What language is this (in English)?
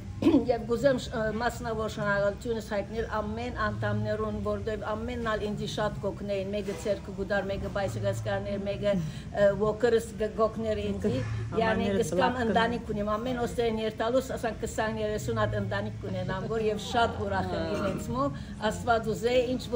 Western Armenian